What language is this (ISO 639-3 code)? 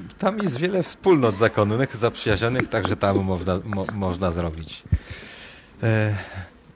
pol